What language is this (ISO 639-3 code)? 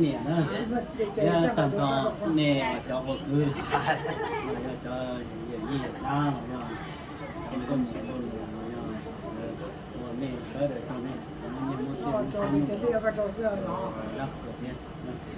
hmn